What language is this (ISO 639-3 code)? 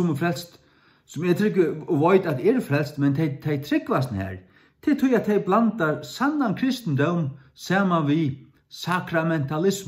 fao